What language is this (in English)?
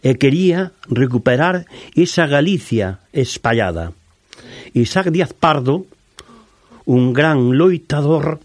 Galician